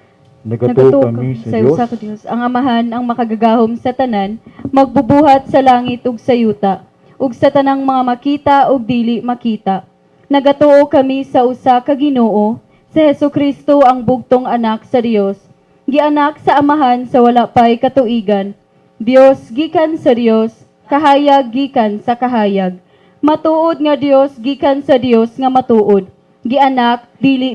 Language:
Cebuano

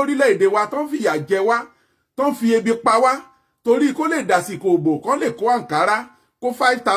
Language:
Yoruba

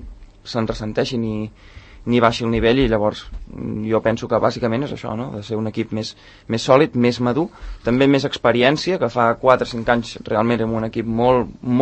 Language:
Catalan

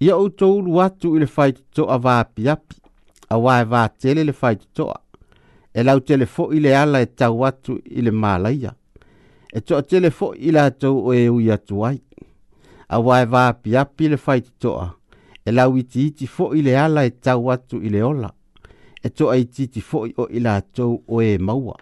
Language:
Samoan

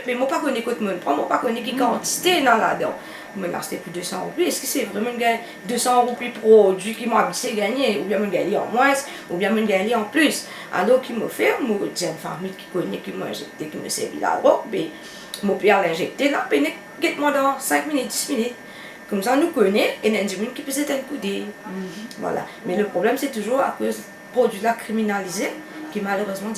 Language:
Morisyen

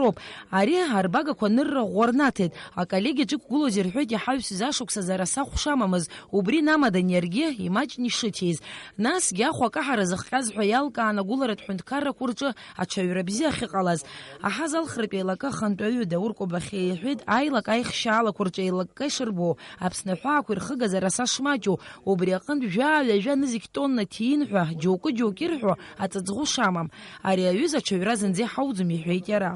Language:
Abkhazian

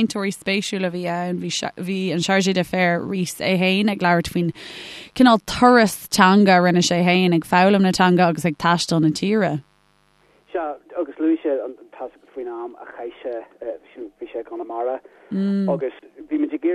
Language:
Irish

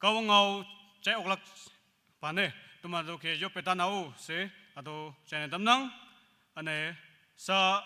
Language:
Naga Pidgin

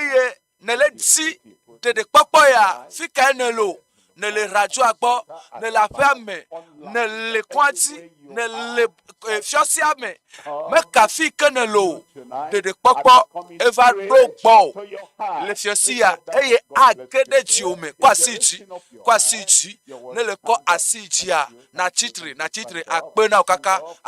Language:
Ewe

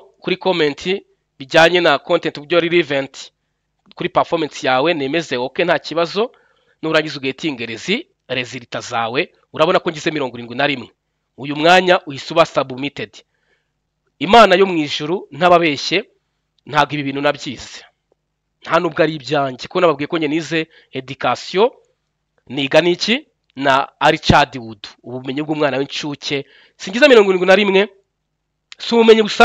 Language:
Kinyarwanda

